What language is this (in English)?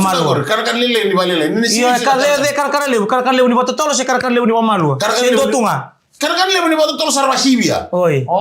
Fijian